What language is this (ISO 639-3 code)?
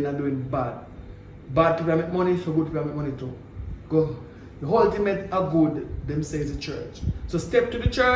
jam